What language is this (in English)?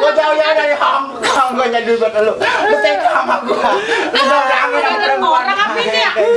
Betawi